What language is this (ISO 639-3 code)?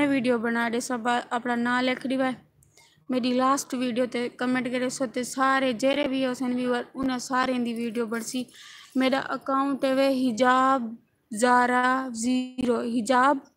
skr